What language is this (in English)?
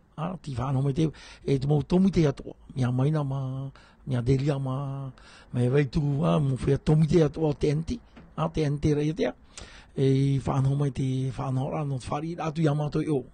Tahitian